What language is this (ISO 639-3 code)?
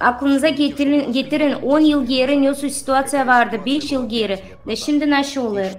gag